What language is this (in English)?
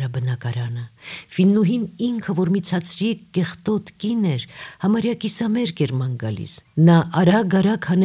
Armenian